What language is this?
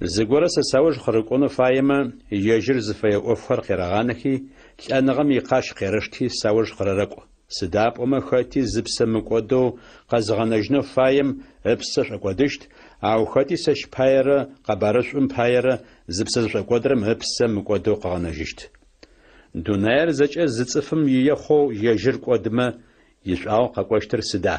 Adyghe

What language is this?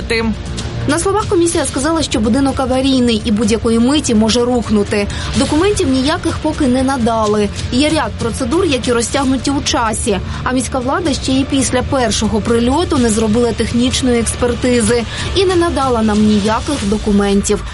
Ukrainian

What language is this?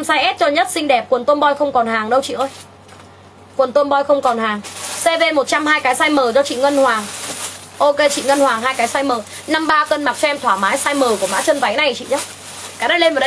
Vietnamese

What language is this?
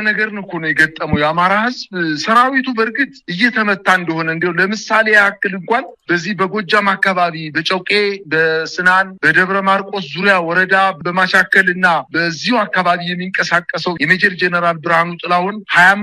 Amharic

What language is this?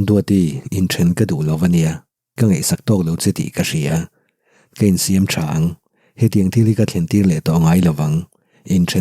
Mizo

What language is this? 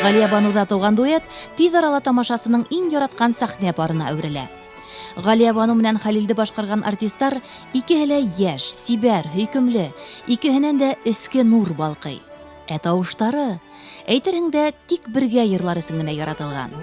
Bashkir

